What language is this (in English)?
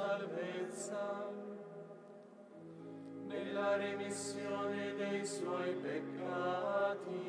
Italian